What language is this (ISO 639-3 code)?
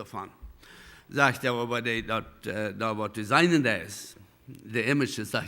pdt